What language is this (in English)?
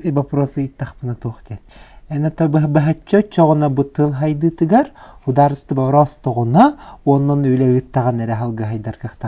Yakut